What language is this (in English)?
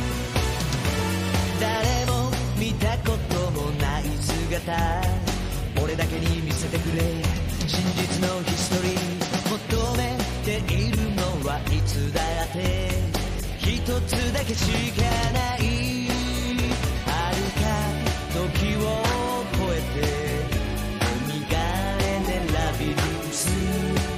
Japanese